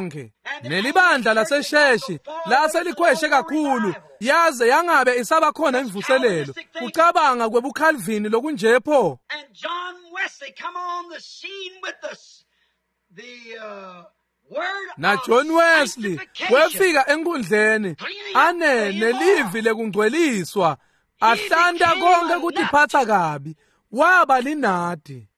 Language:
Swati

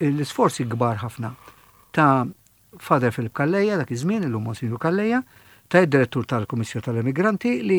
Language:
Maltese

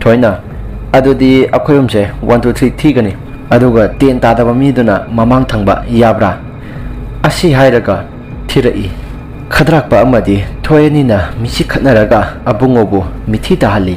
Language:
Manipuri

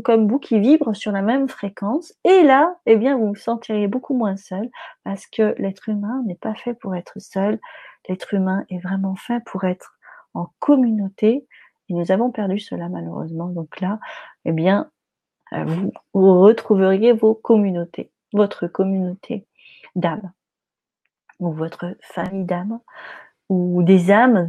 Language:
French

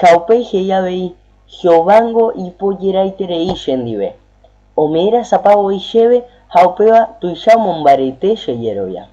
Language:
Guarani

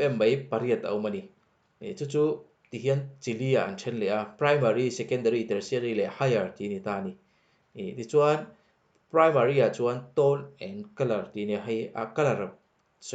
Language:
Mizo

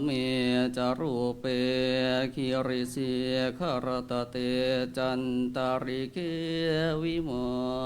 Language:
Pali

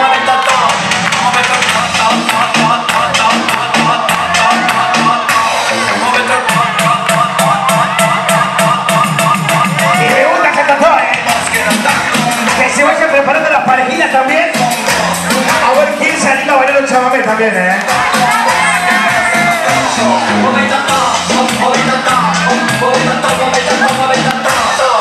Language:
Spanish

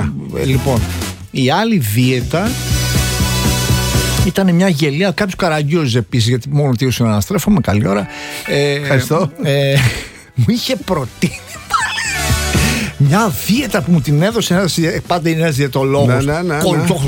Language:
Greek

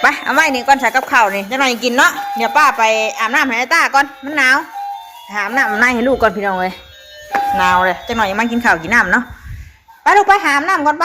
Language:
Northeastern Thai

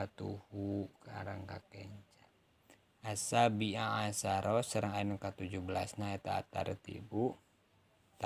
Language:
Sundanese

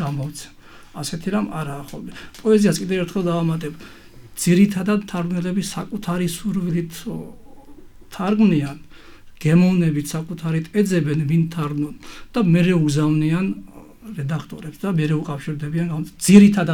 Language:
Georgian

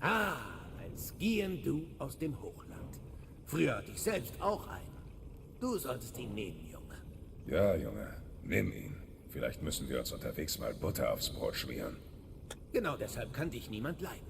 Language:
Bavarian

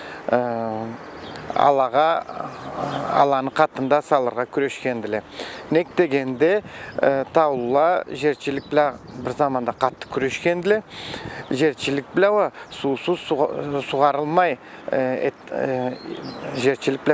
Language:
Karachay-Balkar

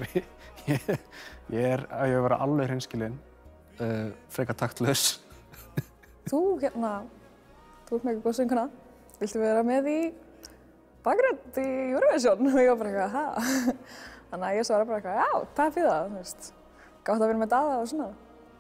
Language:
Icelandic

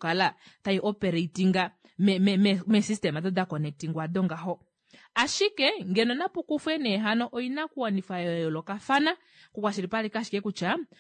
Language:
Kuanyama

